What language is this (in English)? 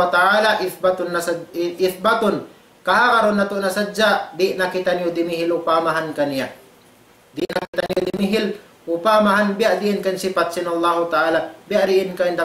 Tausug